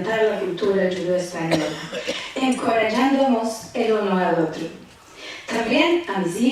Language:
Ladino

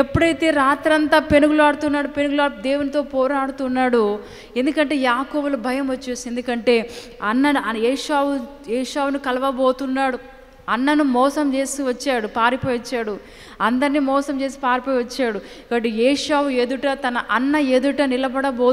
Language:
Telugu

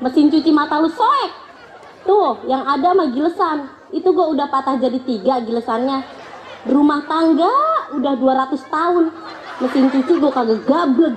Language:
Betawi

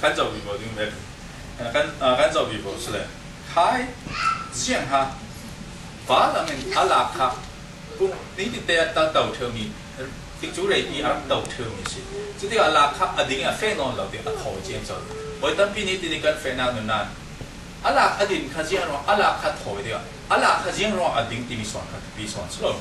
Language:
Falam Chin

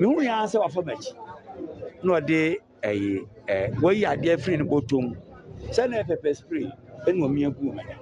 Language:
Akan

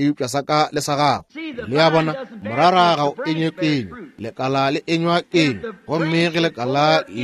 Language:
Northern Sotho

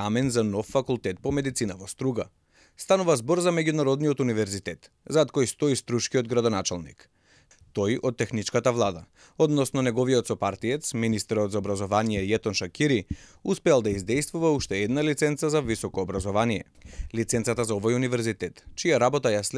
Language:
Macedonian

